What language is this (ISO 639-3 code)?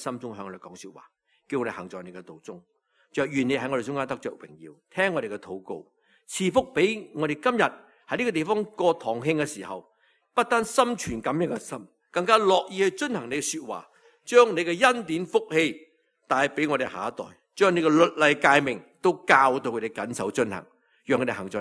yue